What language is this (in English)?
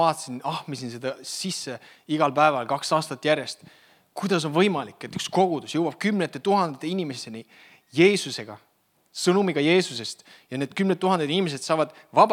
Estonian